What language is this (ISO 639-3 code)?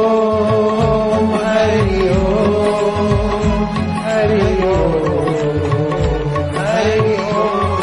hin